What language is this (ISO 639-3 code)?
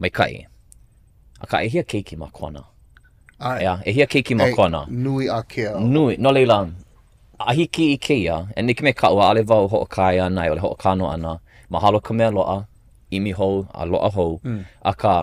haw